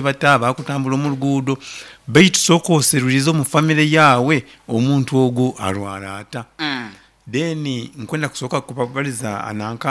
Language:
Nyoro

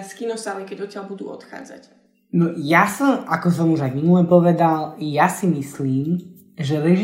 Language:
Slovak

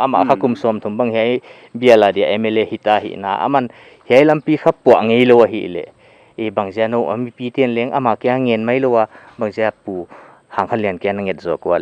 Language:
Paite Chin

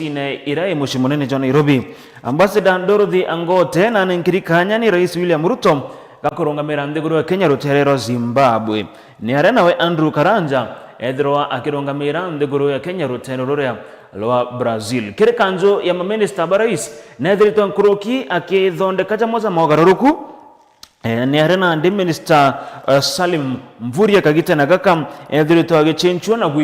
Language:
Meru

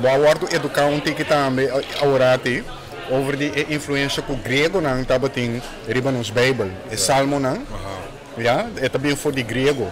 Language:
Papiamento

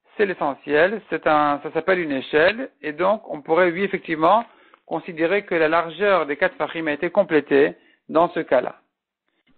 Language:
French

